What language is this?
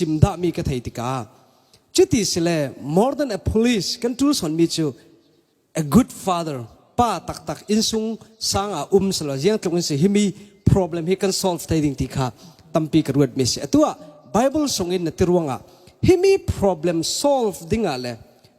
Falam Chin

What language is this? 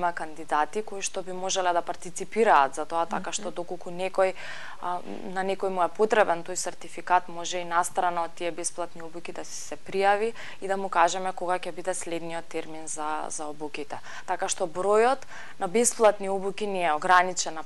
Macedonian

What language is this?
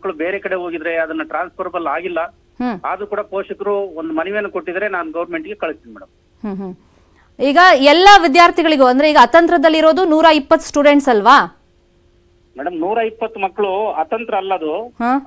Kannada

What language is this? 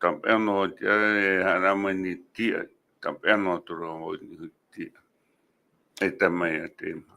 Tahitian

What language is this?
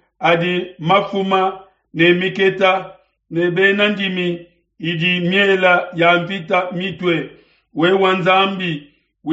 Luba-Lulua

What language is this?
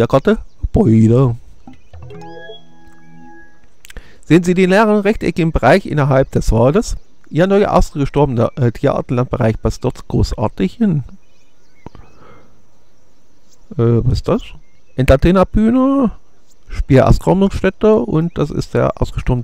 German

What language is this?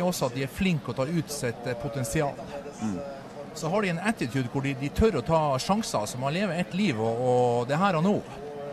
Norwegian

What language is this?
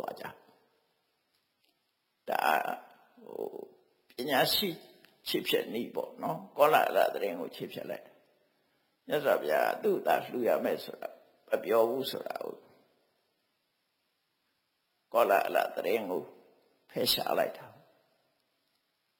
Burmese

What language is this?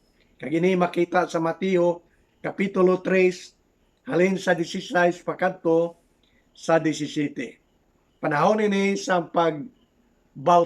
Hiligaynon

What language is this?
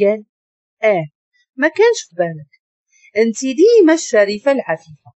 Moroccan Arabic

